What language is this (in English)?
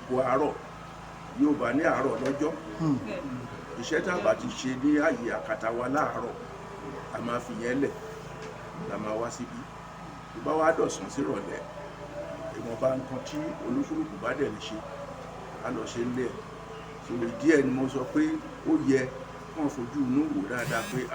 Yoruba